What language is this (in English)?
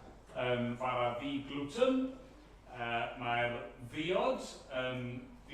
Welsh